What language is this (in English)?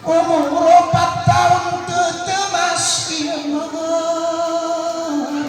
Gayo